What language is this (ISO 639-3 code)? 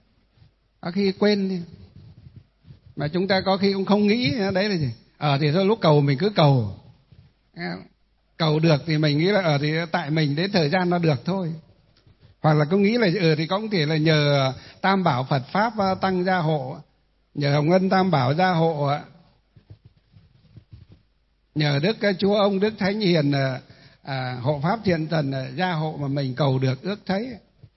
vie